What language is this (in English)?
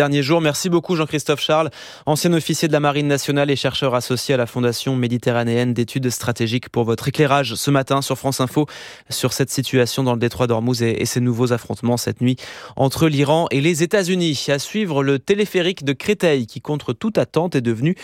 French